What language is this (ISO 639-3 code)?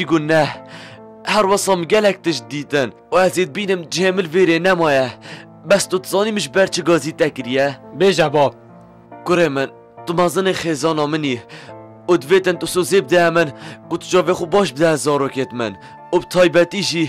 kur